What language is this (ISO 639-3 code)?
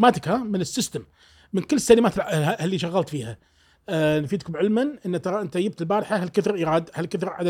afb